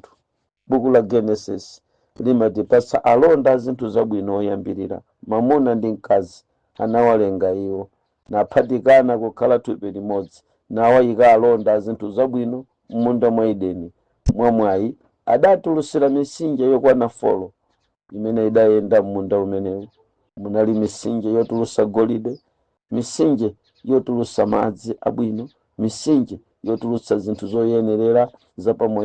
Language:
Nyanja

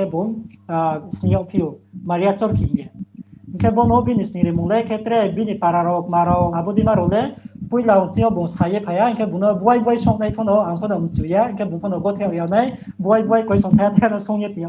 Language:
Riang (India)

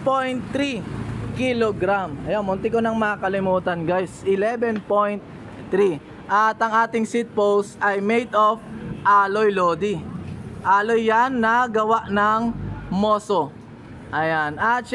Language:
Filipino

